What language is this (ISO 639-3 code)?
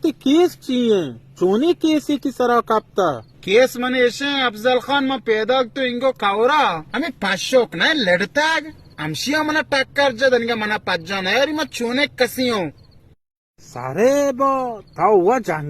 bal